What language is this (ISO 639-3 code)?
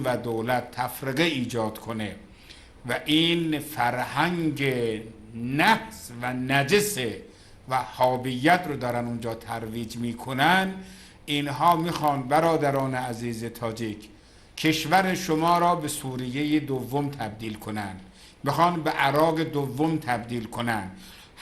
fas